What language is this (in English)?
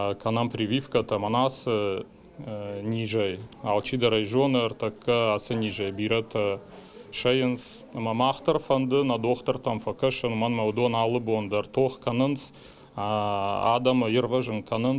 Ossetic